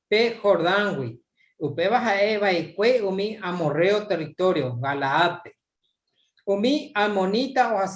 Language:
Guarani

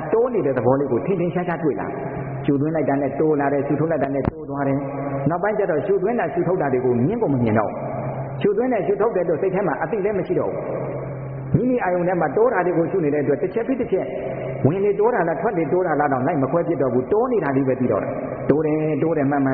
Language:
Burmese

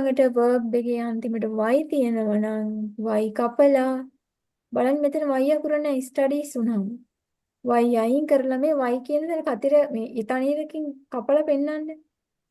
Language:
Sinhala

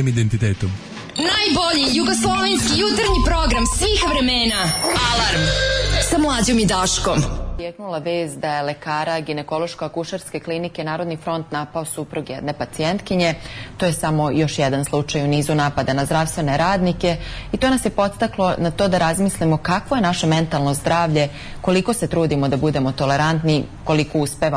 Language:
Serbian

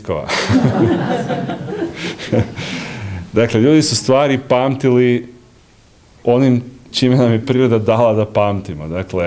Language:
Croatian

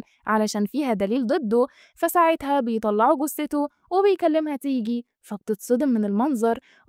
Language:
Egyptian Arabic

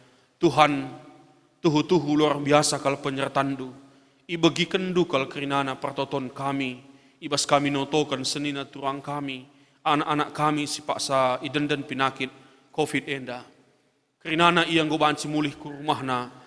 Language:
Batak Karo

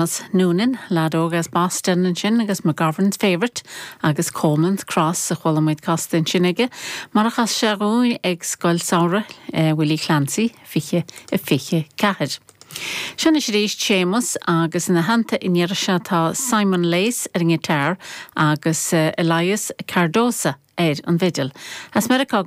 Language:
Irish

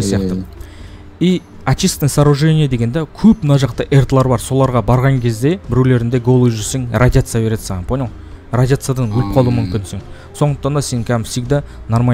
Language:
Kazakh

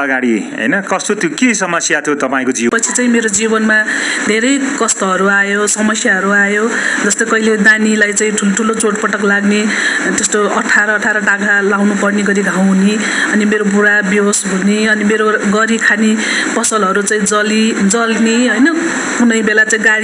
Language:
Nepali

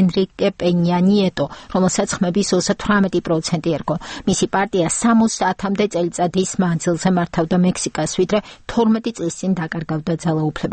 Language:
Georgian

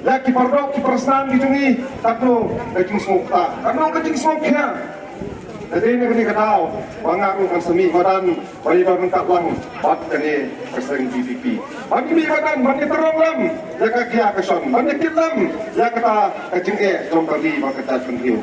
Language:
Khasi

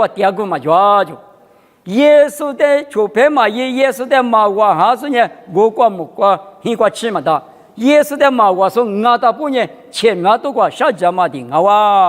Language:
Lisu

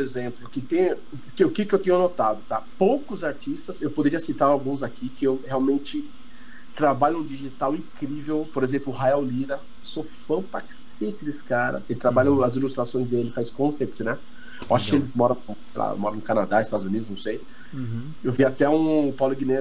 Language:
Portuguese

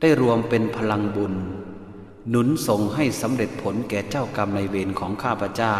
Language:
Pali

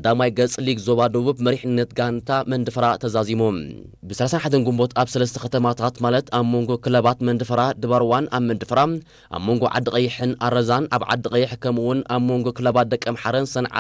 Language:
Tigrinya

